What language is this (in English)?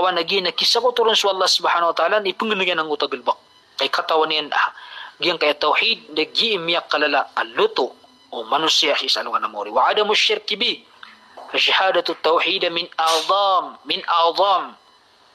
Maranao